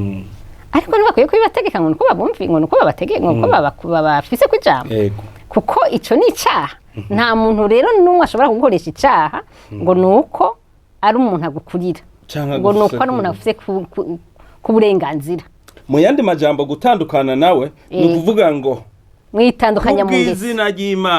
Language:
Rundi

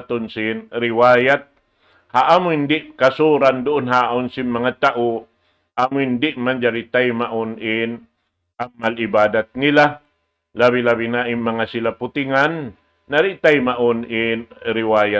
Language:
Tausug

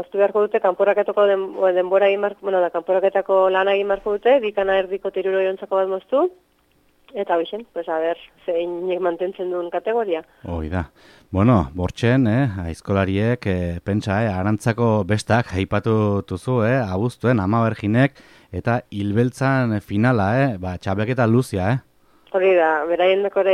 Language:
Basque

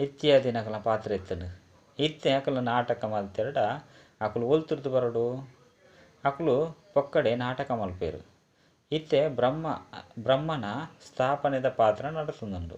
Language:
Tulu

